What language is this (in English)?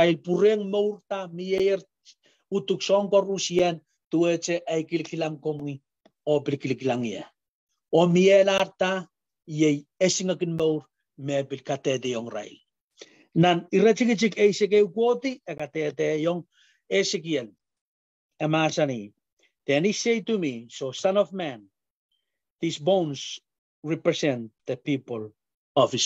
Pohnpeian